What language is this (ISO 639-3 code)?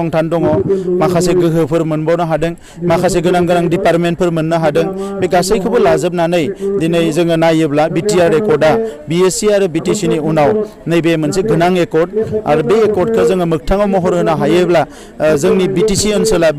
brx